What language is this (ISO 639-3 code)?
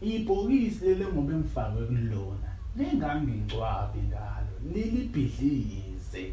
zul